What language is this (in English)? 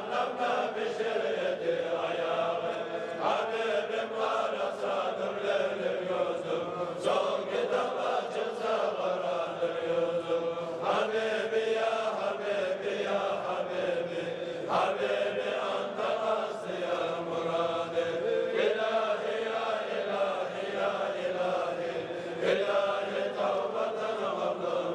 Kumyk